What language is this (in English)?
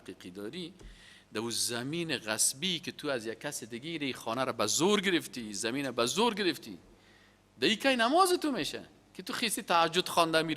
Persian